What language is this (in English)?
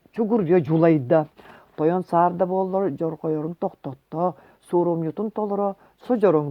Yakut